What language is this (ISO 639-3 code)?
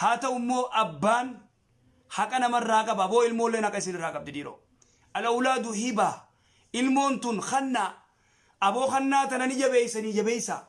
orm